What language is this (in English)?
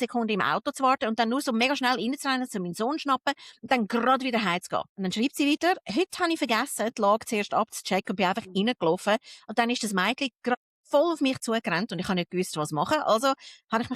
Swiss German